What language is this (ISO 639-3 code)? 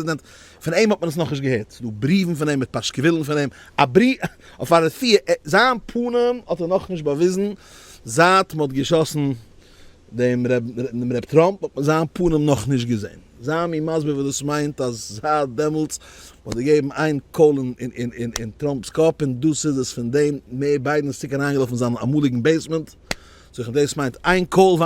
yid